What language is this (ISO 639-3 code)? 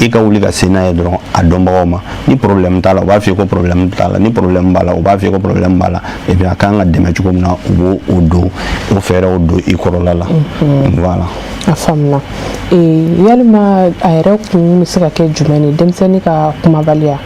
bam